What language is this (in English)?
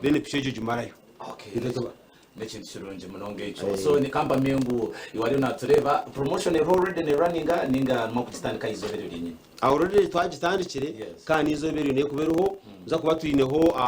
Nyankole